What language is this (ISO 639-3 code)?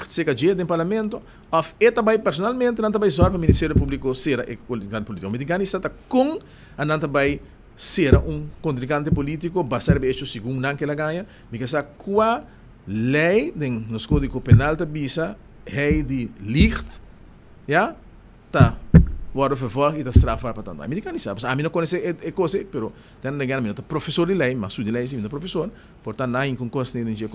pap